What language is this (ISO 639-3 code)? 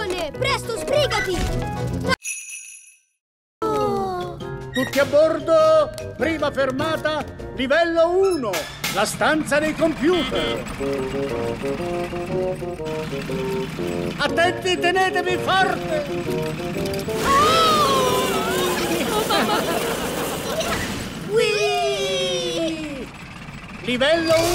ita